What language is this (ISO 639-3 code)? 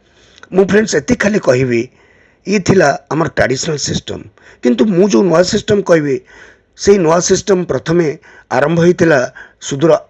ori